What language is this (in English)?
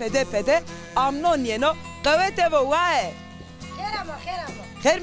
Zaza